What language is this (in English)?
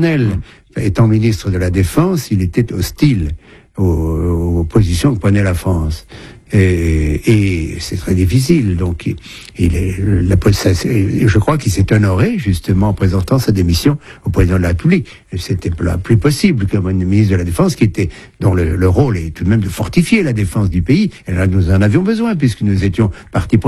French